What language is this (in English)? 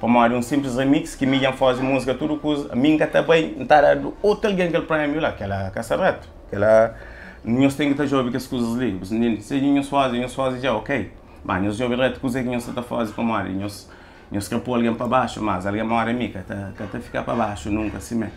Kabuverdianu